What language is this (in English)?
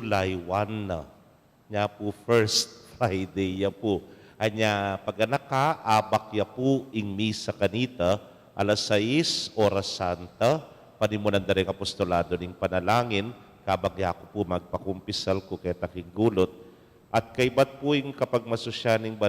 Pampanga